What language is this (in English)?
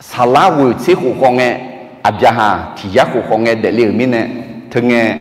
Akha